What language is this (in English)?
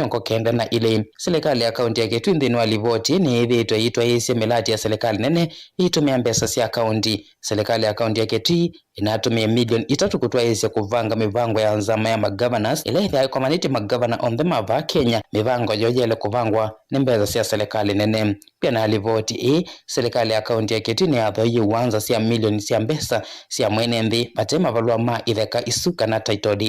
Kamba